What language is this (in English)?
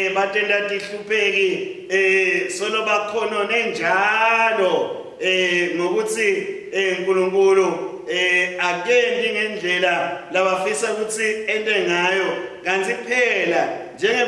Swati